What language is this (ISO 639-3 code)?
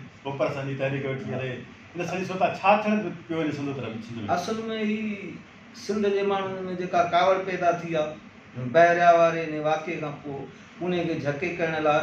snd